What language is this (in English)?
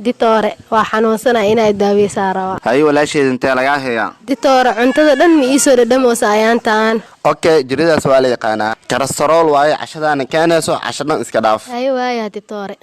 Somali